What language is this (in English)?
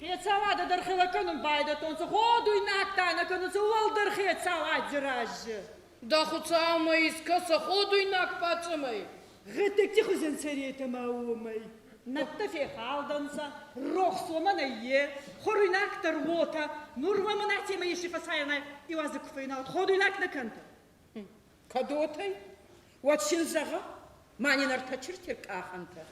Ossetic